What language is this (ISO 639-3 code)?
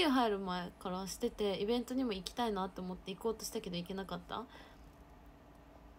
jpn